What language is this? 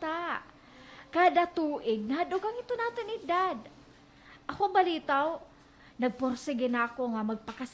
Waray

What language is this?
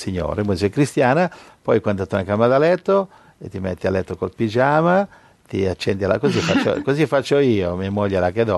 Italian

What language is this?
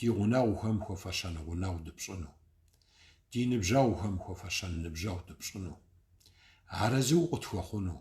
Kabardian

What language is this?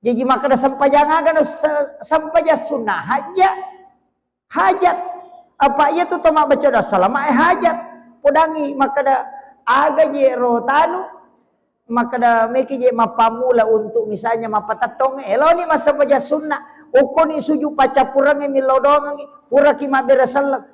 Buginese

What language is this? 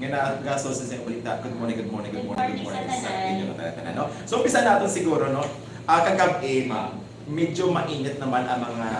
Hiligaynon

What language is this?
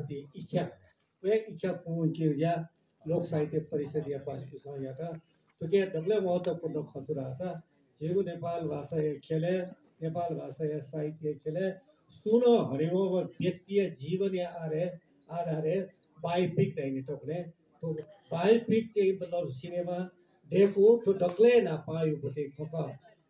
Newari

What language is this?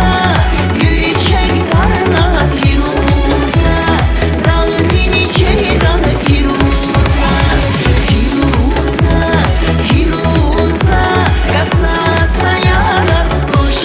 Tabassaran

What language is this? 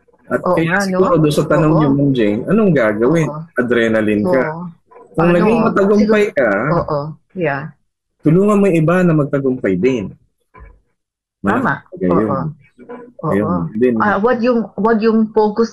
Filipino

